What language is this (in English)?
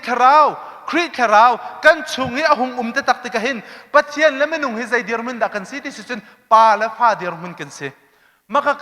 Hakha Chin